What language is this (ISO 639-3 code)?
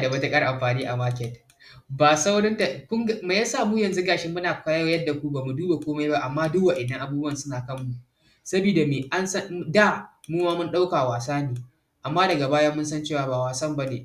hau